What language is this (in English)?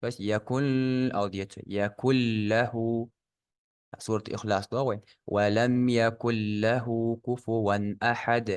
Ingush